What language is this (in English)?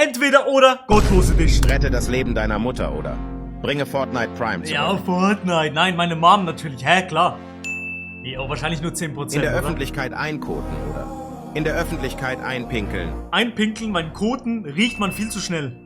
Swiss German